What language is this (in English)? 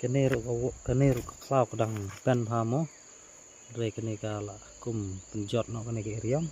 Khasi